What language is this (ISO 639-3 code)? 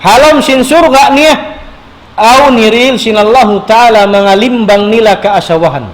tsg